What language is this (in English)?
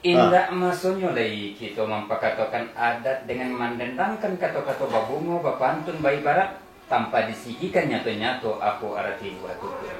Minangkabau